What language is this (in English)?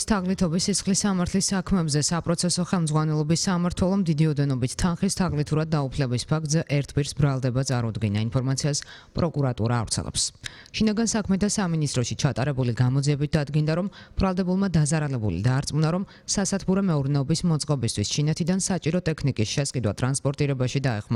Georgian